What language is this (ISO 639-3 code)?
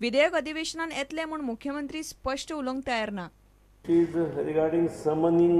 kok